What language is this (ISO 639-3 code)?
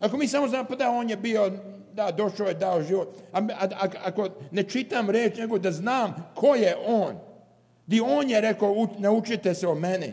srp